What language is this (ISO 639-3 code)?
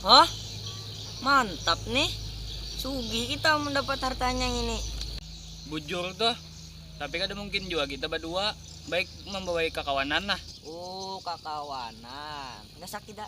bjn